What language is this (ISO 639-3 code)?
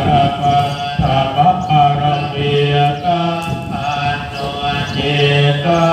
pli